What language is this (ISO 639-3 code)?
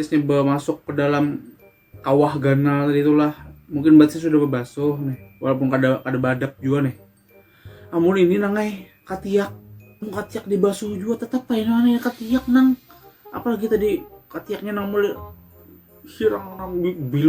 bjn